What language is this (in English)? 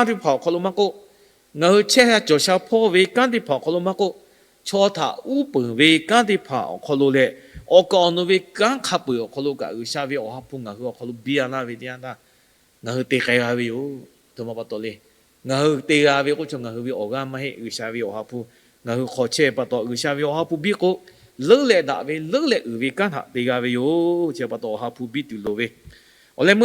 Lahu